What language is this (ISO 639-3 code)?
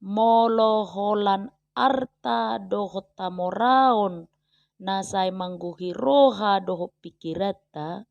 bbc